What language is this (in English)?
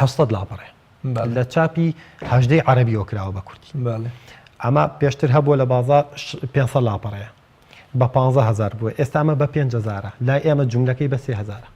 Central Kurdish